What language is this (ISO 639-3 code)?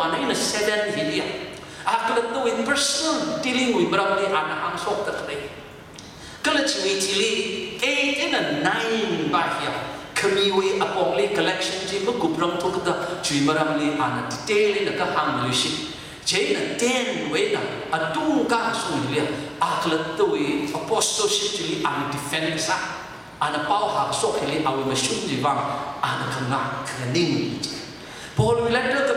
nmf